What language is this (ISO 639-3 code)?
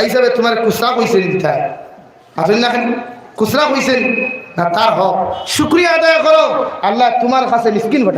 syl